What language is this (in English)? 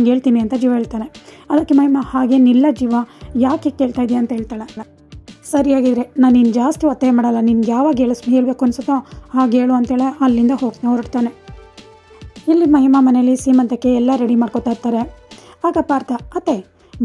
Kannada